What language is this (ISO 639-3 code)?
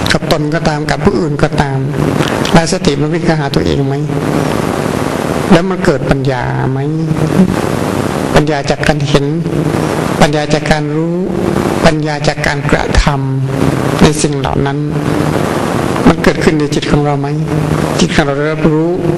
tha